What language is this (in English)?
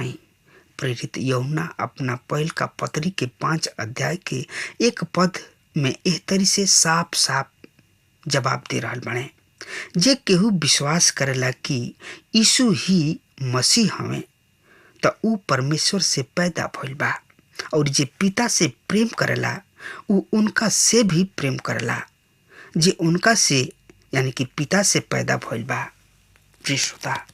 Bhojpuri